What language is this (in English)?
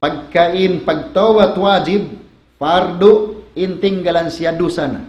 Tausug